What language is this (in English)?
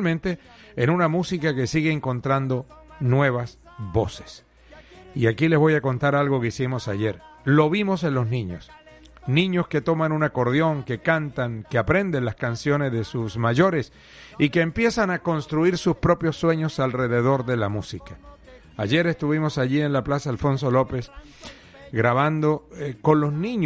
Spanish